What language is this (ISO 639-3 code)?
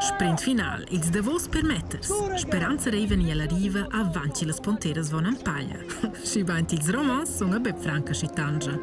roh